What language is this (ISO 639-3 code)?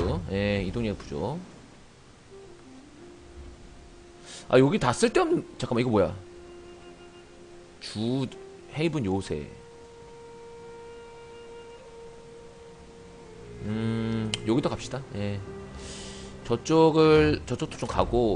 kor